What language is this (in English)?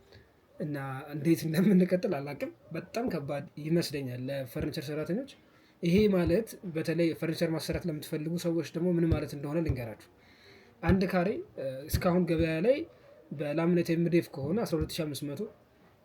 Amharic